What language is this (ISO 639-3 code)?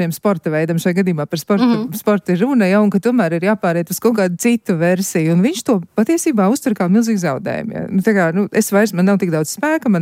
lav